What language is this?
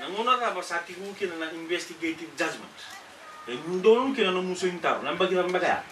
Fijian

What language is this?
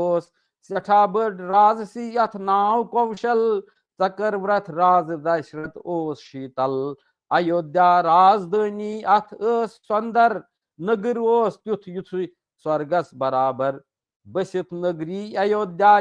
Kashmiri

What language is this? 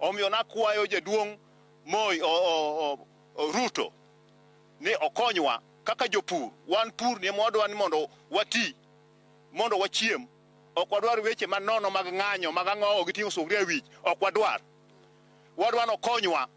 Luo (Kenya and Tanzania)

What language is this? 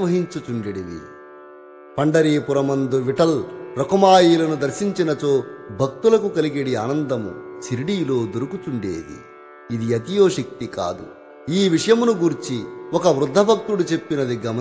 Telugu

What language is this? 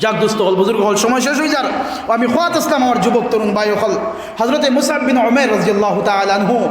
Sylheti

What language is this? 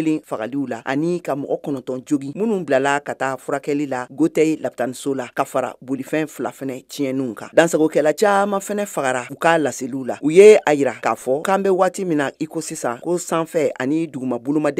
Bambara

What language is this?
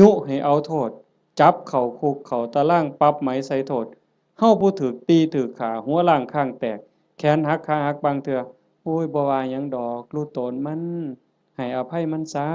Northeastern Thai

